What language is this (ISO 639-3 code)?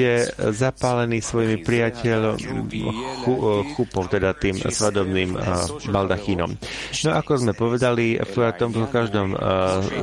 slk